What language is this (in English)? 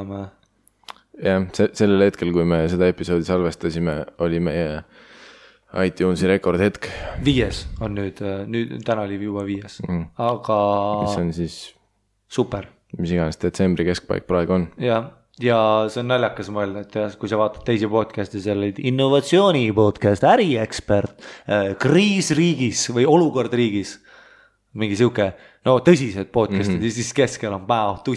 Estonian